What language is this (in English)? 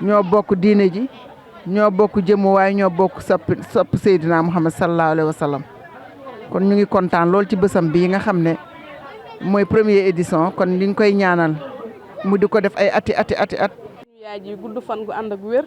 Wolof